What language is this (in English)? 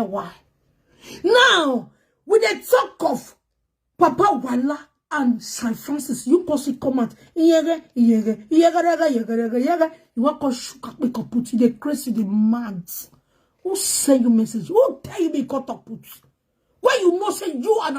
Nigerian Pidgin